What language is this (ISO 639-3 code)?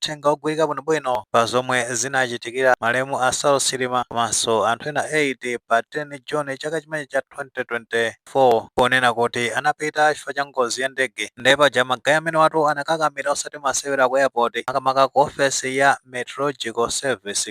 nya